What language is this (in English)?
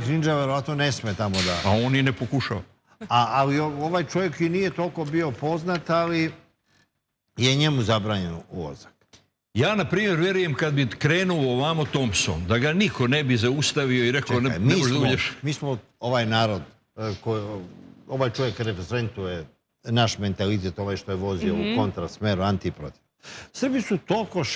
Serbian